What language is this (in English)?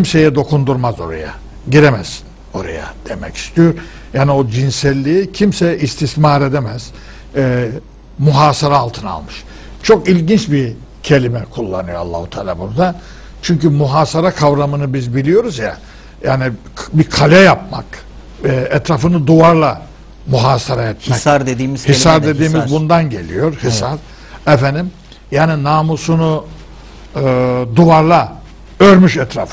Turkish